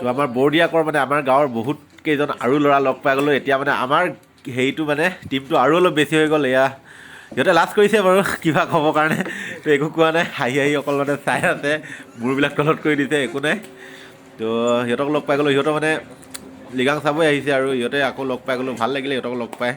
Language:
Assamese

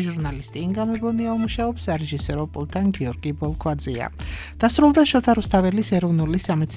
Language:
Georgian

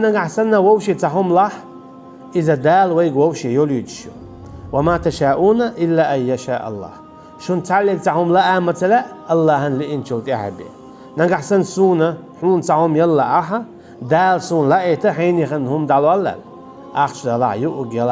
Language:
Chechen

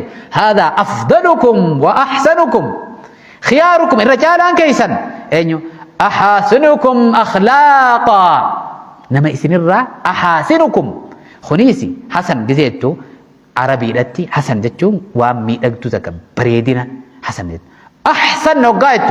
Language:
Oromo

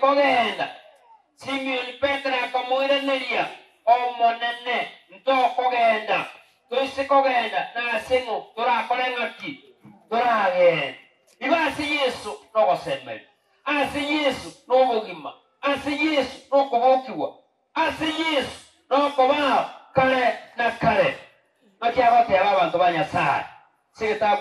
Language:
Gusii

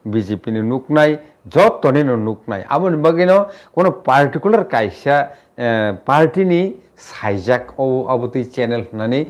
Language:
Kok Borok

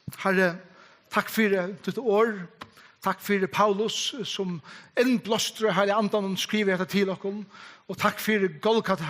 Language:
Faroese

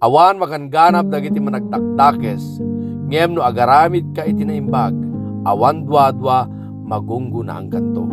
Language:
Iloko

